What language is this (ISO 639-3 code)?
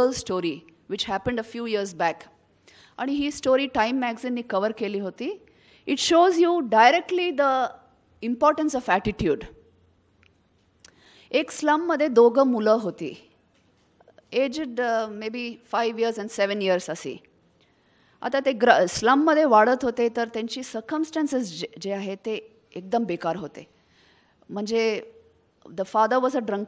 mar